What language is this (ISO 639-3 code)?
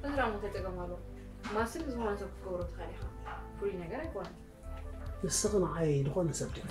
tir